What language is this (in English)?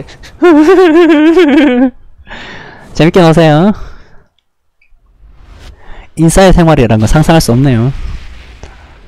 Korean